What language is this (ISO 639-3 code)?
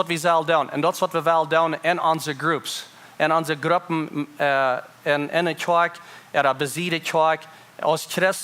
pdt